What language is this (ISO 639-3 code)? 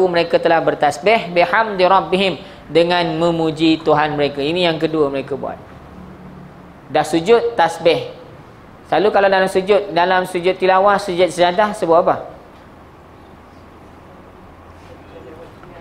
msa